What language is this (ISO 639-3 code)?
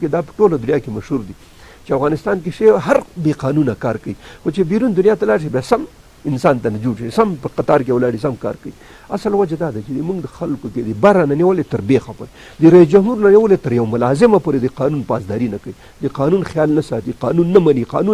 pus